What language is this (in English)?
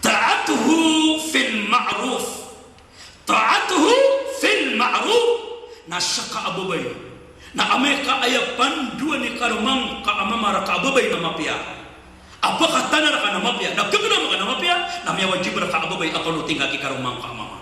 Maranao